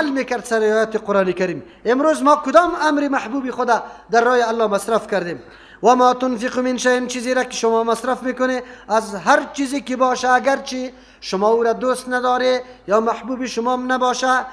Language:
Persian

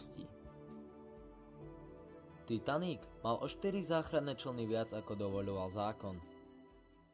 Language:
Slovak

